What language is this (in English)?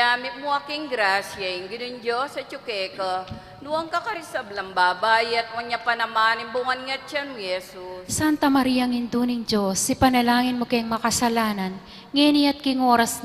Pampanga